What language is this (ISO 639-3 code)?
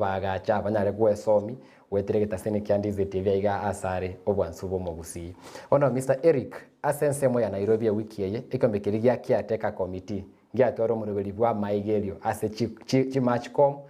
guz